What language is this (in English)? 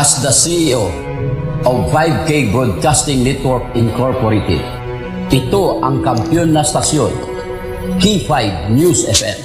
Hiligaynon